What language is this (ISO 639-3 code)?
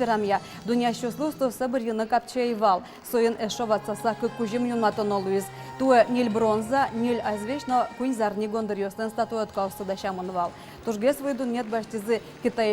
udm